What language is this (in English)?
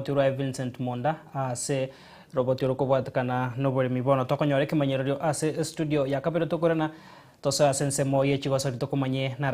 Gusii